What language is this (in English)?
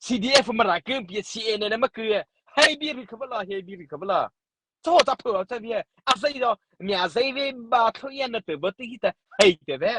Mara Chin